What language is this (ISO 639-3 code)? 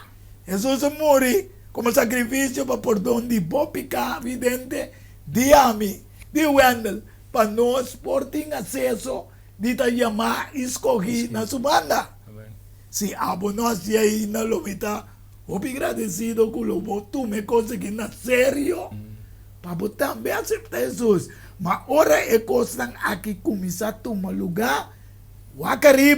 pap